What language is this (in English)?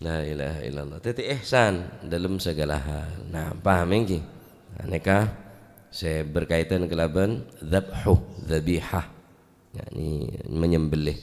Madurese